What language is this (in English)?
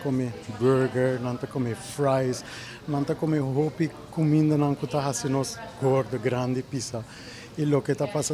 Papiamento